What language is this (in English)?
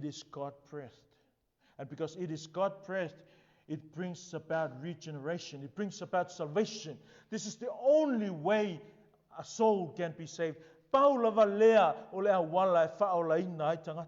Samoan